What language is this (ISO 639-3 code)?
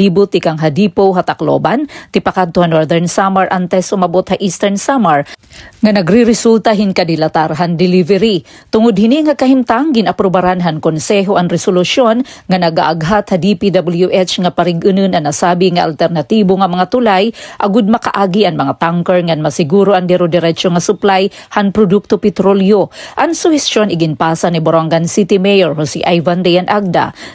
war